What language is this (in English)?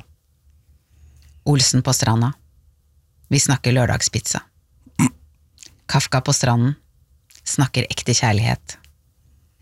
Norwegian